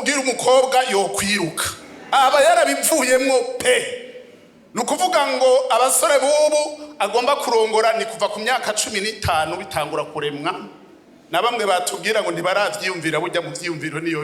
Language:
Rundi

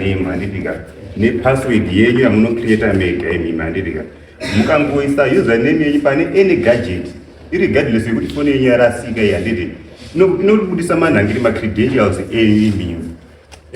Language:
Shona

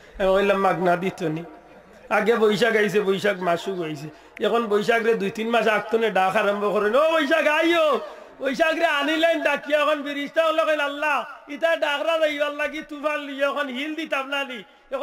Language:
Sylheti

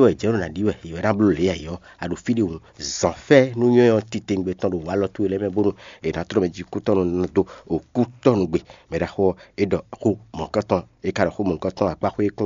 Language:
Fon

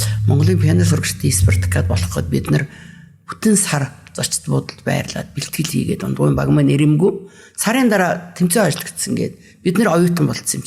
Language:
Mongolian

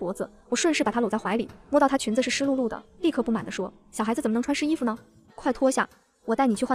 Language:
Chinese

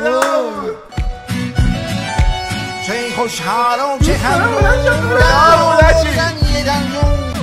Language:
Persian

